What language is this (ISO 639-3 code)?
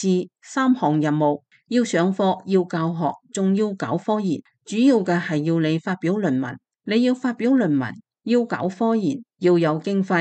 yue